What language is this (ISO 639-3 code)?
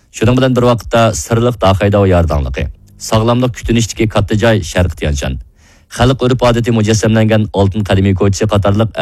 uig